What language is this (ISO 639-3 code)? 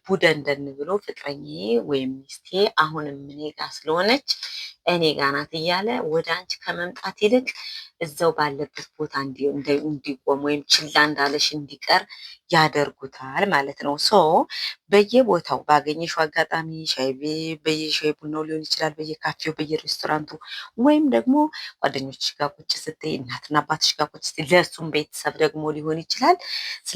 amh